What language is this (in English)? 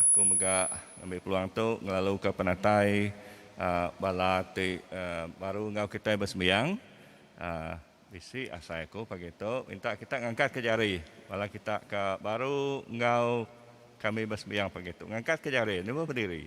Iban